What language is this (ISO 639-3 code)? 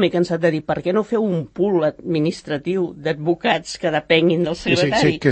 cat